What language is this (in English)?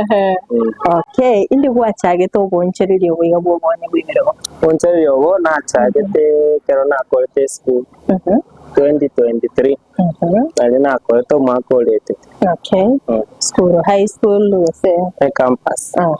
Gusii